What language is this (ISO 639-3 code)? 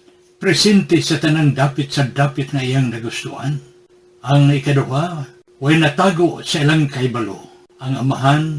ceb